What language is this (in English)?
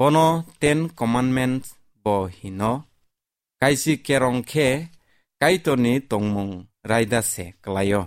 Kok Borok